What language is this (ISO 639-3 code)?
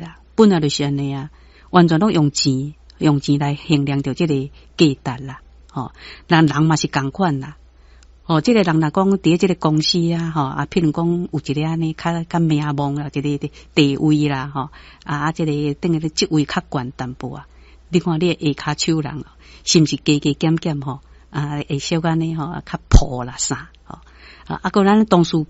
nan